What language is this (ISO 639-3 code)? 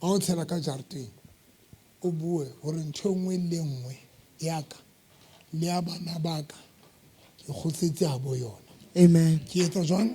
sot